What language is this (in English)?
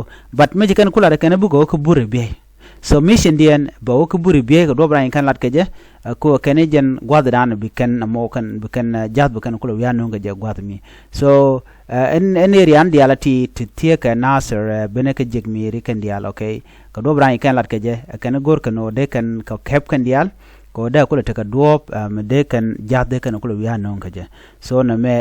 Nuer